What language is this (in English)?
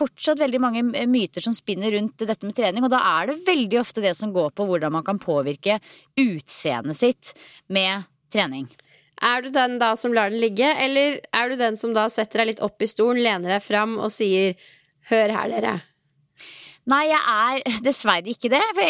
Norwegian